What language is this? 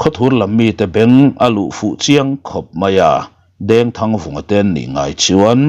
Mizo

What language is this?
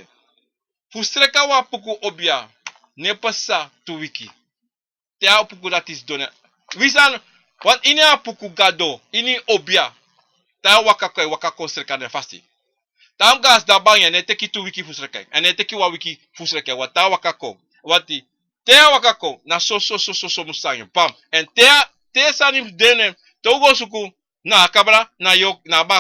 Sranan Tongo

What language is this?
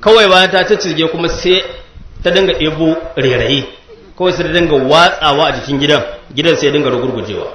Hausa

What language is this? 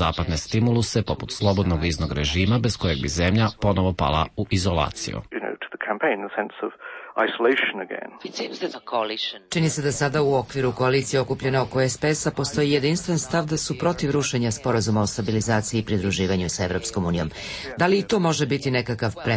Serbian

